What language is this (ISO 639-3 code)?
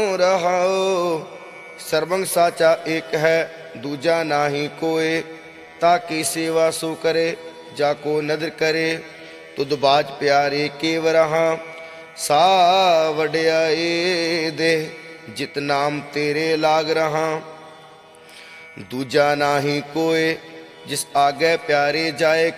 pan